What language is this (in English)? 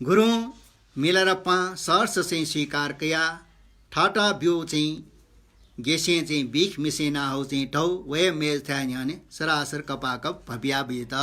Newari